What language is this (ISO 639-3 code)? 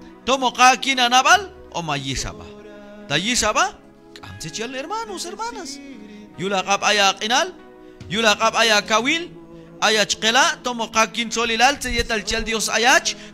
kjb